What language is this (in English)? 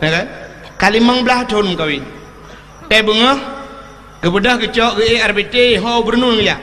Achinese